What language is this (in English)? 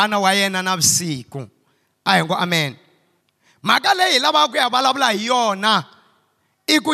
Tsonga